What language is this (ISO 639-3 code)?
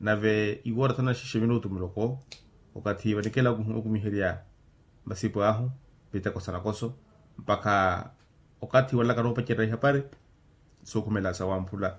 vmw